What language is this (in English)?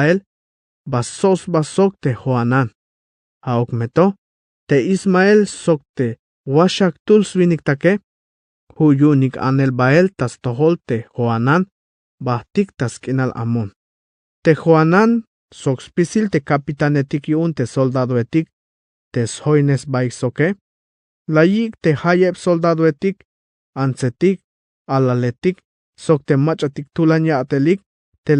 Tzeltal